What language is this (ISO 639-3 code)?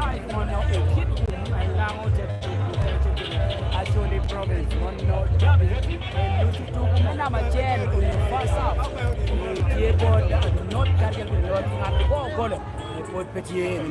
laj